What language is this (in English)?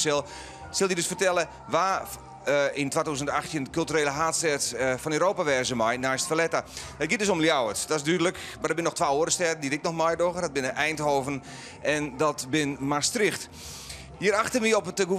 Western Frisian